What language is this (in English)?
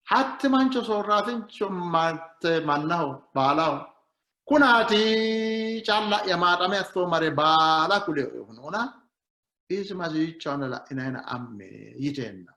Sidamo